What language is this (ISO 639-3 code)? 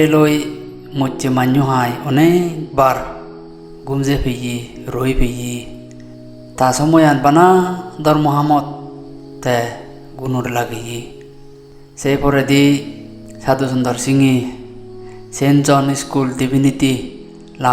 ccp